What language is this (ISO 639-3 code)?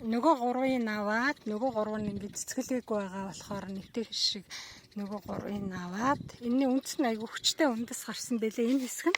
mon